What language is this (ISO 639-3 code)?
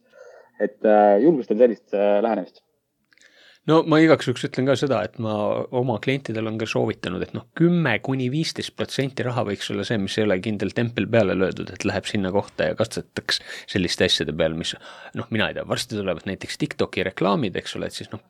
est